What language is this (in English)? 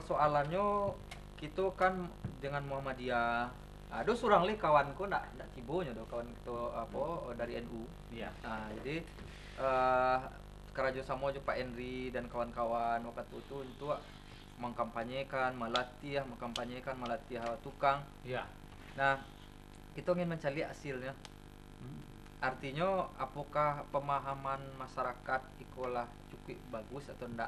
Minangkabau